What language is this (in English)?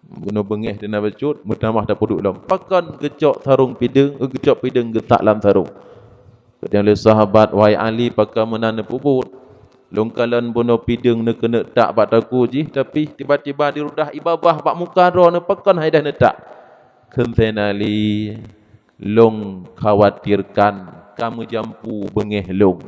Achinese